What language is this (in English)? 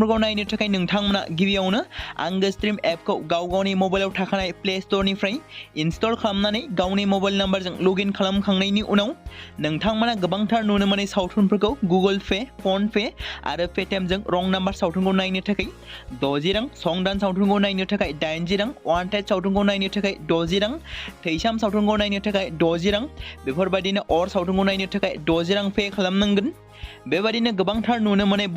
Bodo